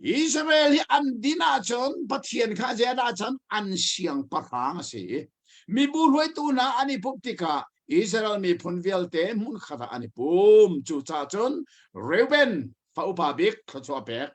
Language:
Hakha Chin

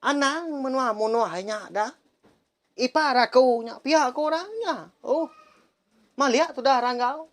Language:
Iban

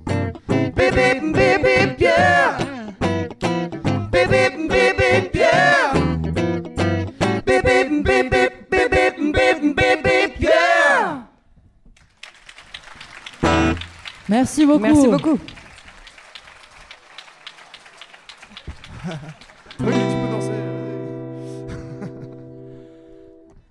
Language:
French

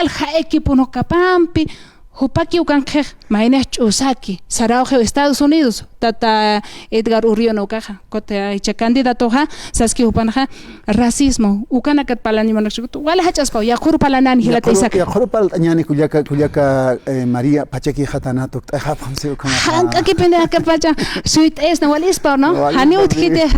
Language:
Aymara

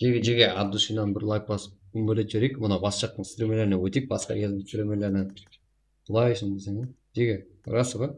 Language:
Kara-Kalpak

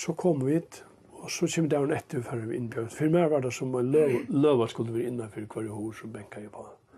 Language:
Faroese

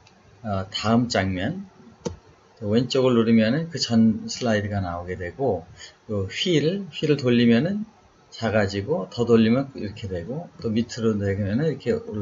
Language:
Korean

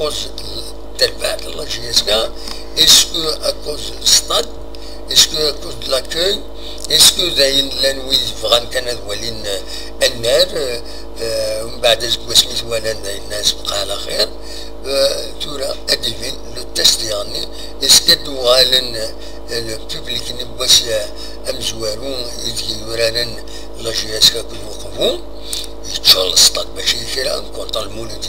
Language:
Kabyle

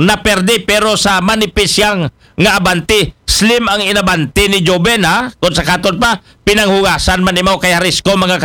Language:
Aklanon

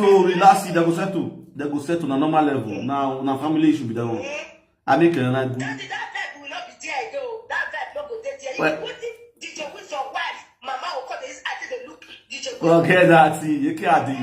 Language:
Nigerian Pidgin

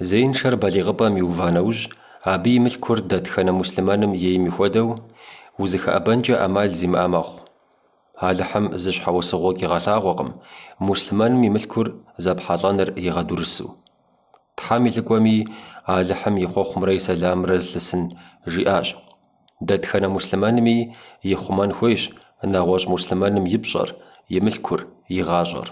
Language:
Kabardian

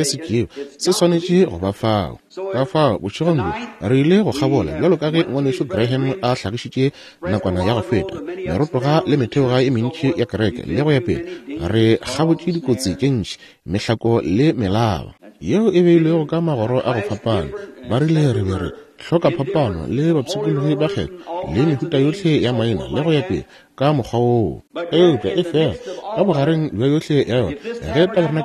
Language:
Northern Sotho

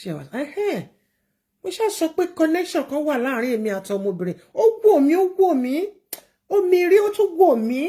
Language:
Yoruba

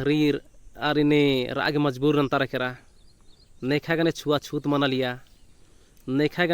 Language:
Kurukh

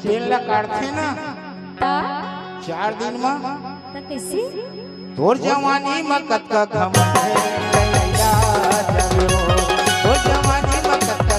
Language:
Chhattisgarhi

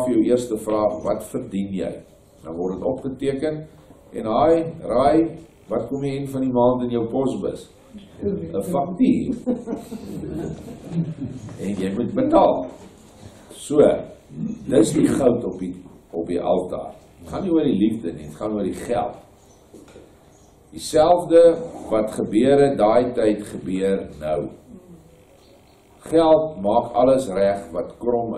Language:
Afrikaans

